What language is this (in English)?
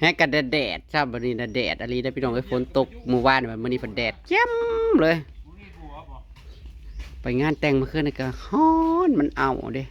Northeastern Thai